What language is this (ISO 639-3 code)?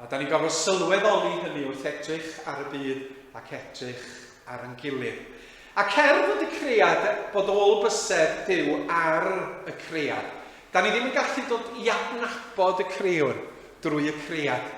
cym